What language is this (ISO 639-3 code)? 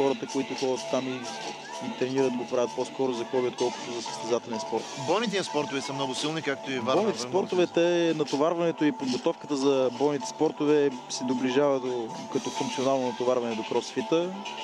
bul